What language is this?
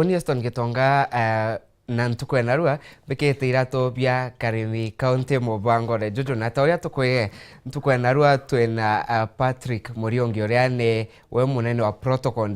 Meru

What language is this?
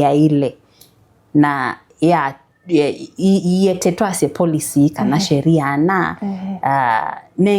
Kamba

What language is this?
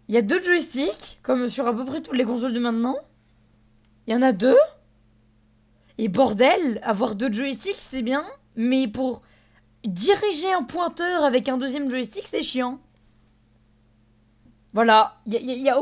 French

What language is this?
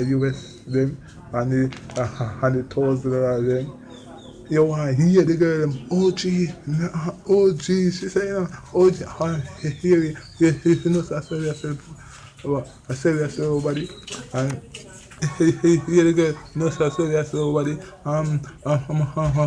Jamaican Creole English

